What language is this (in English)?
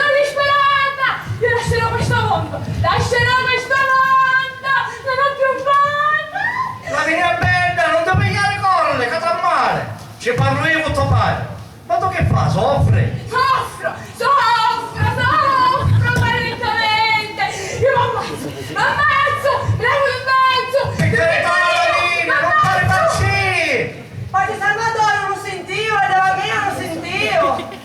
Sicilian